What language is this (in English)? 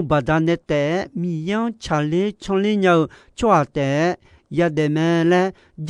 Akha